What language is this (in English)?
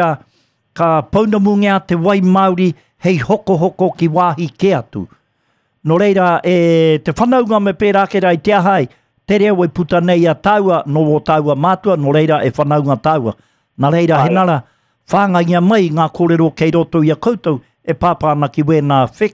Māori